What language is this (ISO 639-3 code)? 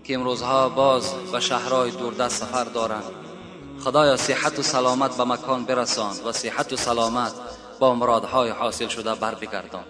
tgk